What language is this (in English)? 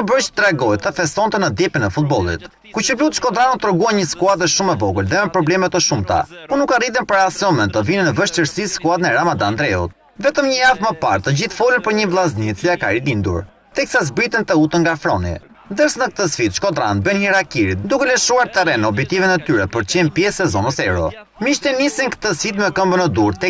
Albanian